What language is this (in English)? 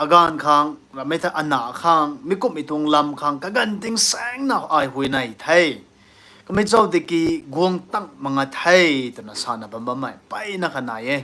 Rongmei Naga